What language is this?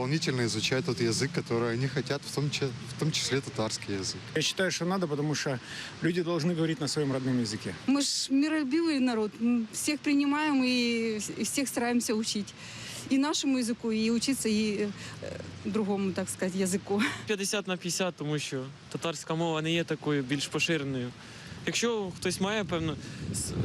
Crimean Tatar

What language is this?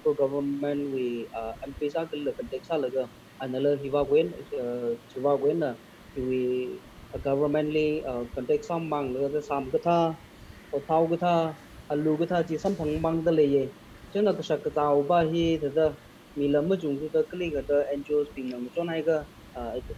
Tangkhul Naga (India)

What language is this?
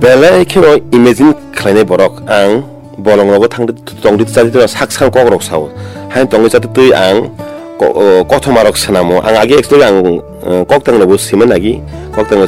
Kok Borok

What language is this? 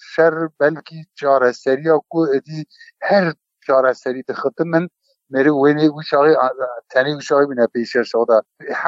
Kurdish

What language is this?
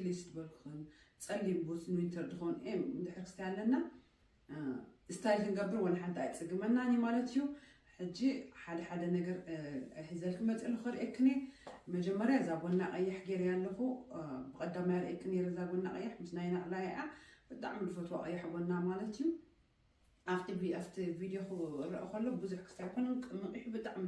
Tigrinya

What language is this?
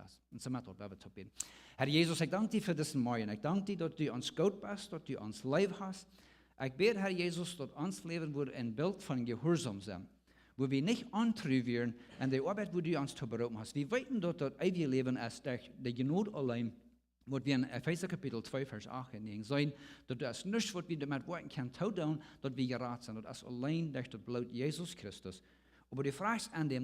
Plautdietsch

